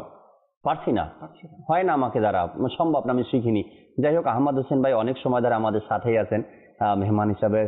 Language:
Bangla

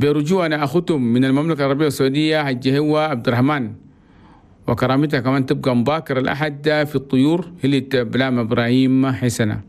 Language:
Chadian Arabic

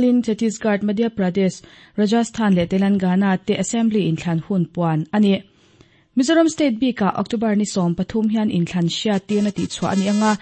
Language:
Mizo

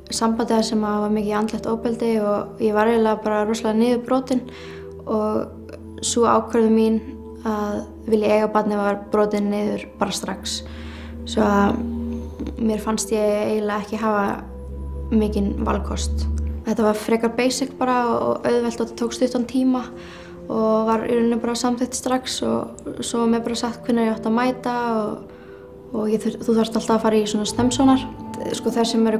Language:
Icelandic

